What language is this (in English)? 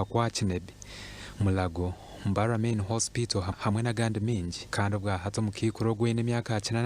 Nyankole